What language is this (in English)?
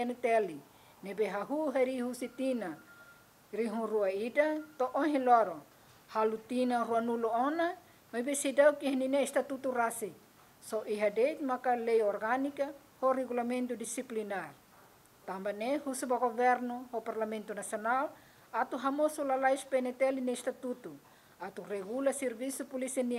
Tetum